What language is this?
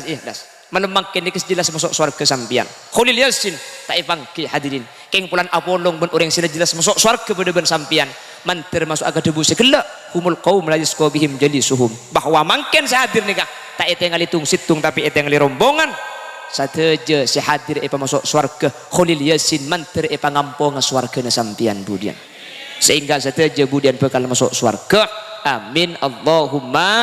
Madurese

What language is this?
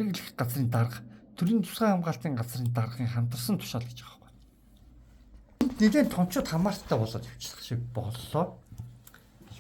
Mongolian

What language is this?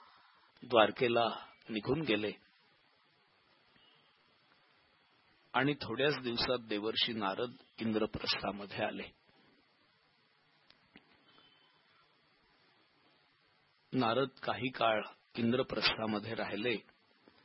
Marathi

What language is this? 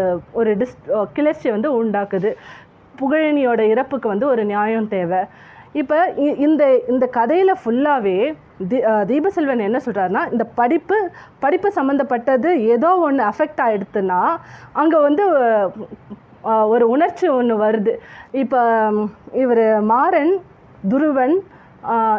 Tamil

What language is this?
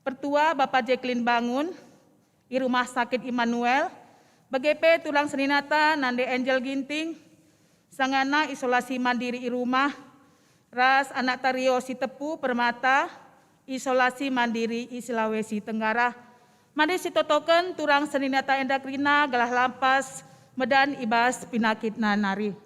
Batak Karo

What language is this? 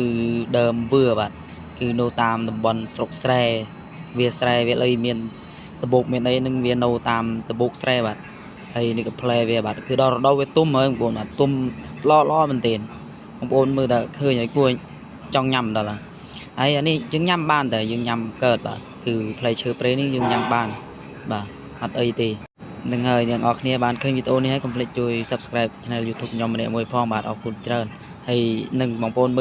Khmer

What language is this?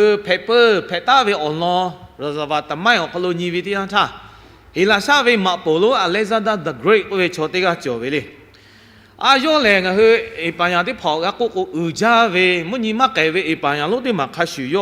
Lahu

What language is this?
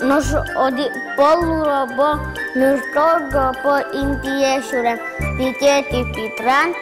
Udmurt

